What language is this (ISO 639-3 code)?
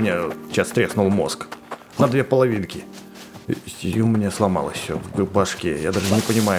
rus